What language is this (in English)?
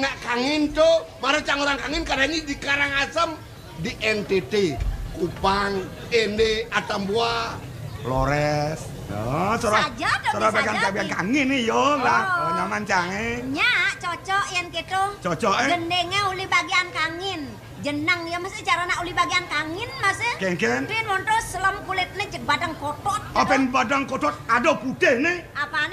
Balinese